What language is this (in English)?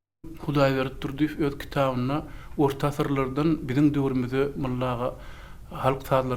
Turkmen